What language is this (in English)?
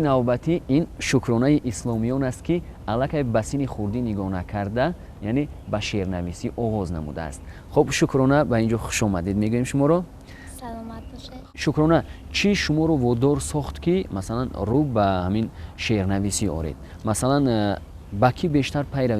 Tajik